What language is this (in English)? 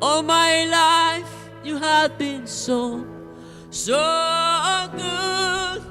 Papiamento